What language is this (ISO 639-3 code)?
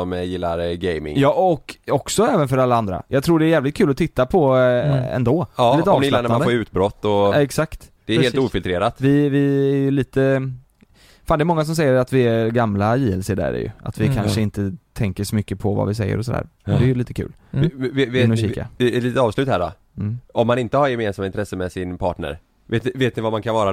swe